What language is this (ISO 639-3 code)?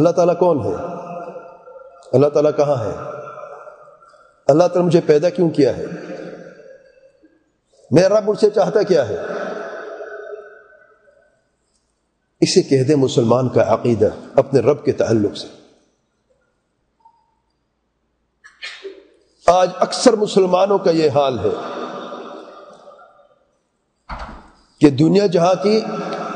urd